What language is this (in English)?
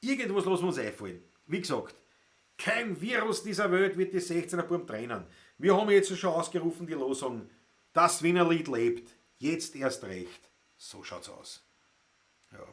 Bavarian